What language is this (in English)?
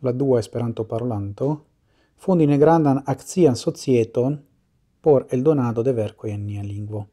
Esperanto